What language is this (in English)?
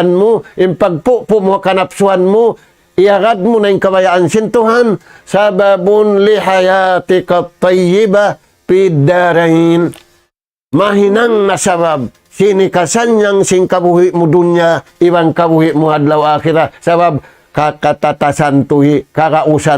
Tausug